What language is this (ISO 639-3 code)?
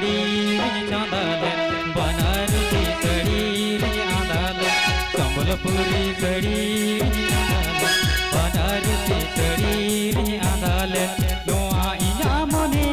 sat